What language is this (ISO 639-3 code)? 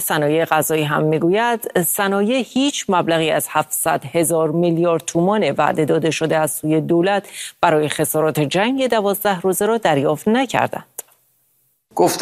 fas